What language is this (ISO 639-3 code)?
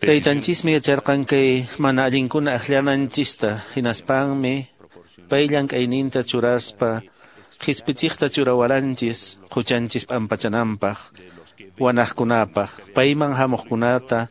que